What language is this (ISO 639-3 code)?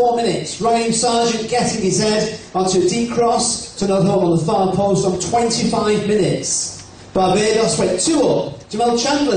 eng